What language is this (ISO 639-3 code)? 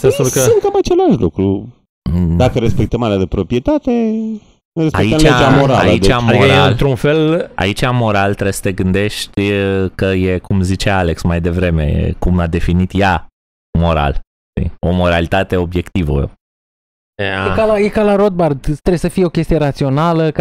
ron